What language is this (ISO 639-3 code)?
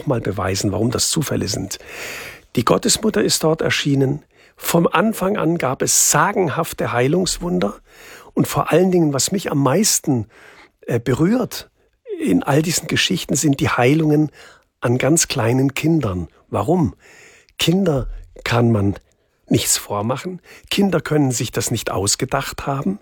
deu